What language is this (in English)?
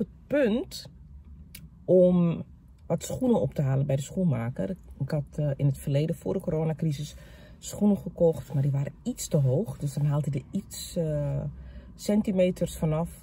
Dutch